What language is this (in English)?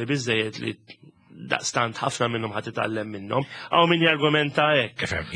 Maltese